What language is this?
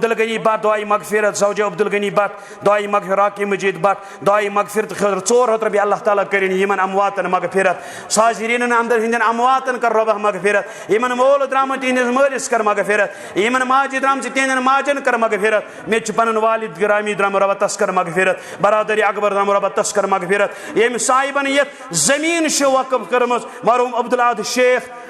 Kashmiri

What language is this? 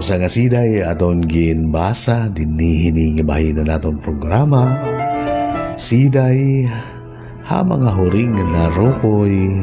Waray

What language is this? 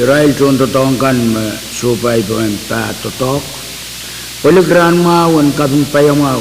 Pohnpeian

